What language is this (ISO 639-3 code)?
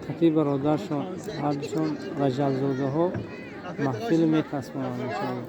tgk